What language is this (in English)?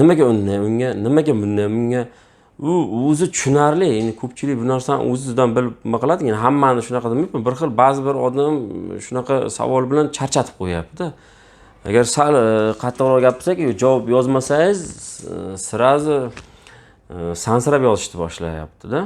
Uzbek